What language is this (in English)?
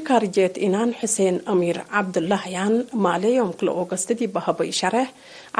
Tigre